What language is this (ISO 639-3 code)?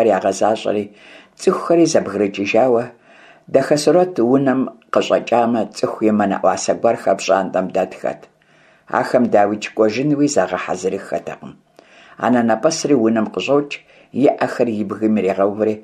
kbd